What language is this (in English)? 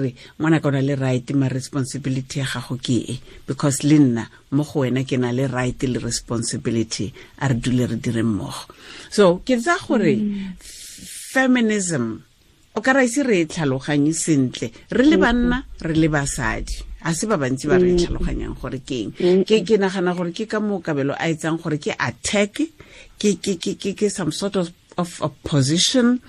Tswana